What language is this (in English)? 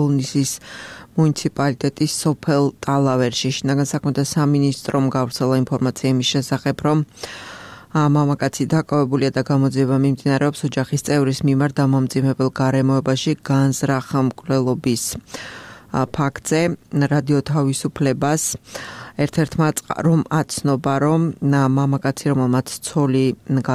Georgian